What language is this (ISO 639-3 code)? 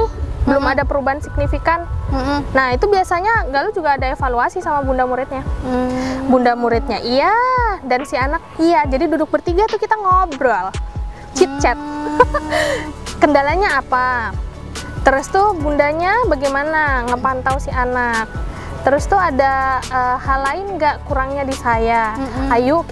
ind